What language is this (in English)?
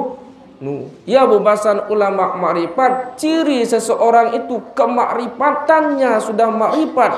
Sasak